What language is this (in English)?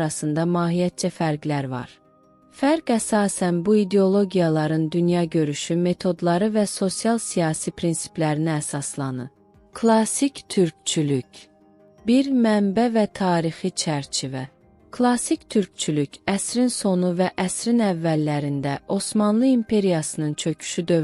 South Azerbaijani